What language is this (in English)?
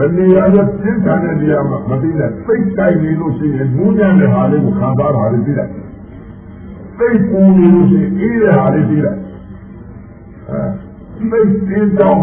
Burmese